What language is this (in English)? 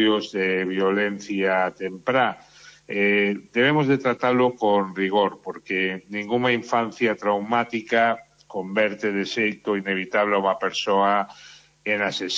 Galician